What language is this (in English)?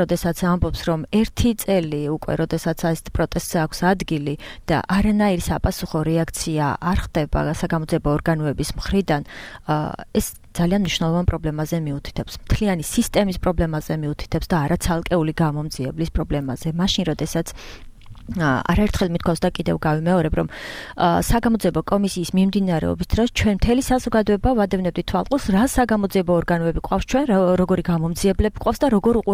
Georgian